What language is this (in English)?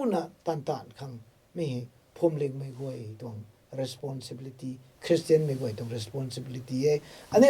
Rongmei Naga